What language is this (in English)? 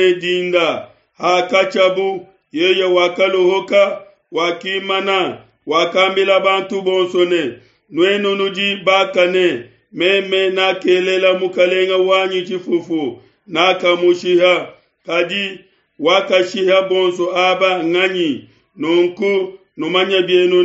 Luba-Lulua